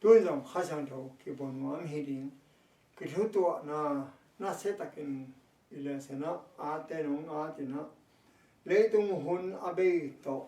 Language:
Tedim Chin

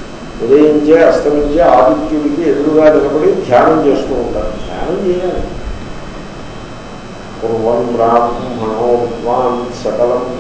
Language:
Telugu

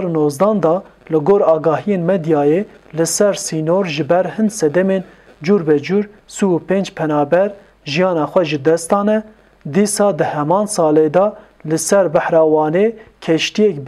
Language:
Kurdish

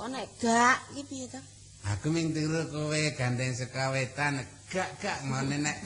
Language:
Javanese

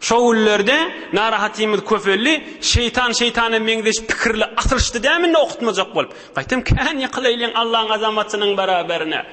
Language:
Turkmen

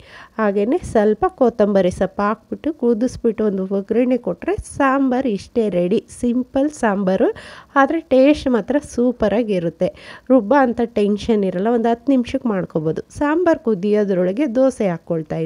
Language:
Kannada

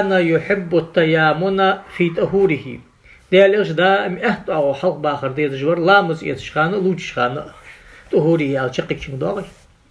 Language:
Ingush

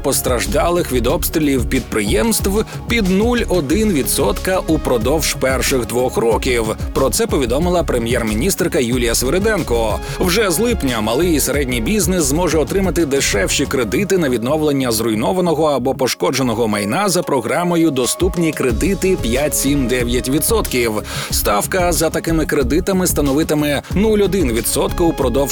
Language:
Ukrainian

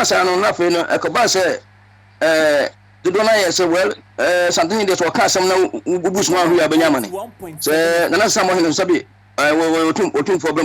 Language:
Akan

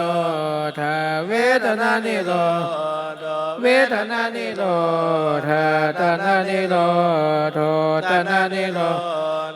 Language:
Pali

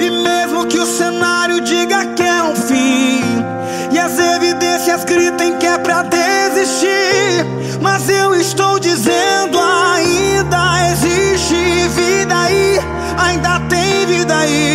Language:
Portuguese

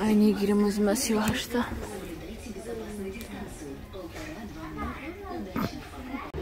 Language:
Tajik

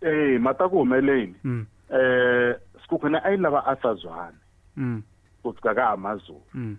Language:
Tsonga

